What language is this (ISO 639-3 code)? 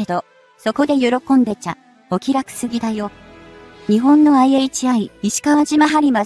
jpn